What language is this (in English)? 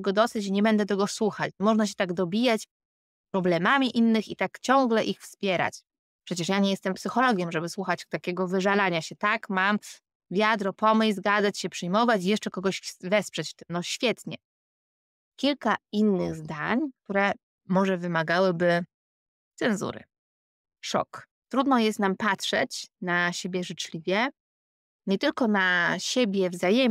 Polish